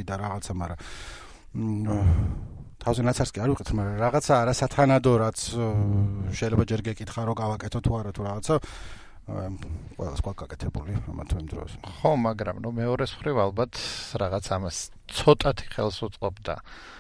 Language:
Georgian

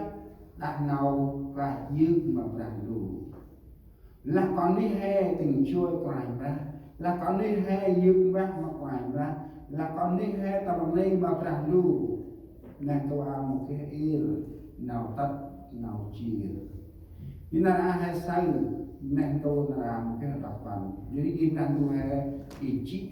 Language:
Central Mnong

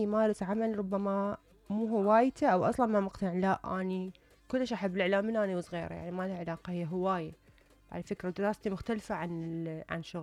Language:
Mesopotamian Arabic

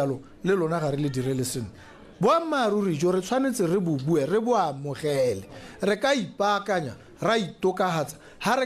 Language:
Tswana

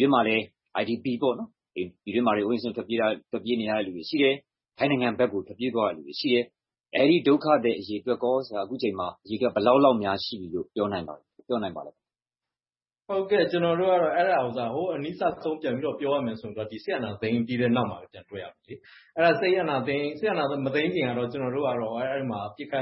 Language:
Burmese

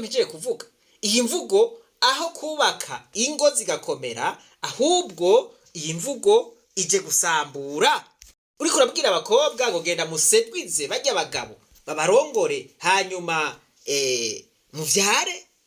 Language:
Rundi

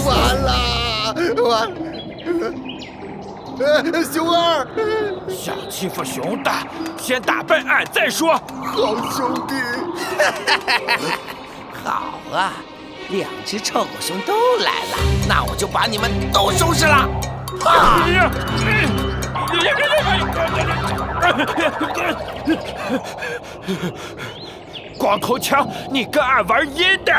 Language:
Chinese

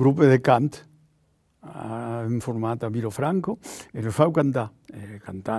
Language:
Occitan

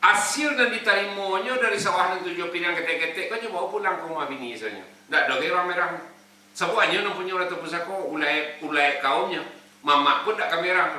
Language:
Minangkabau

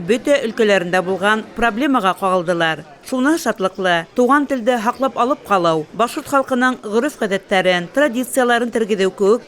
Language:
Bashkir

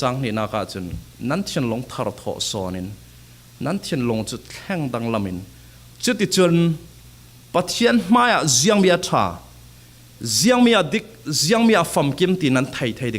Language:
Falam Chin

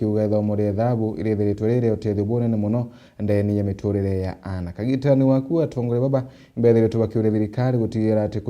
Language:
Meru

